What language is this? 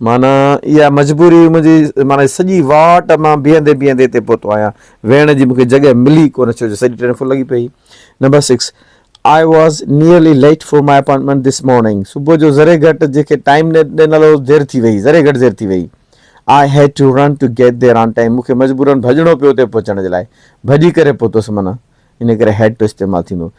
Sindhi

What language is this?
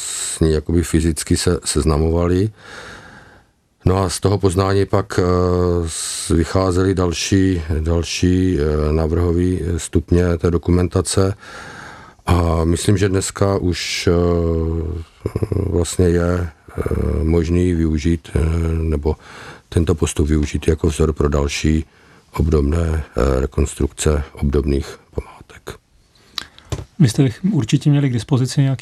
Czech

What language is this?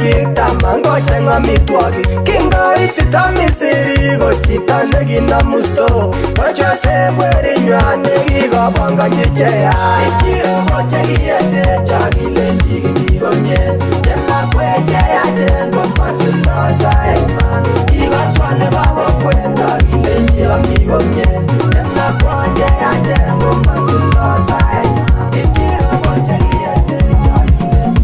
Kalenjin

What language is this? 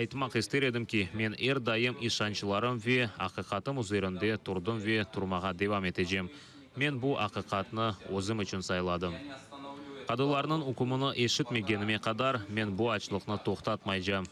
Crimean Tatar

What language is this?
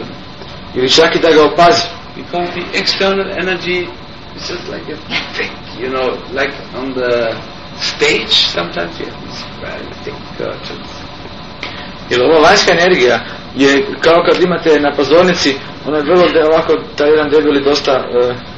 Croatian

